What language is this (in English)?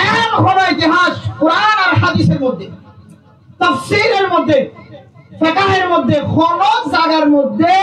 Rohingya